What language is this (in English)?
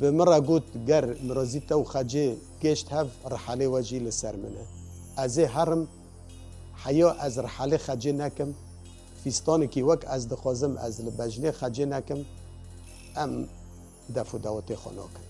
Kurdish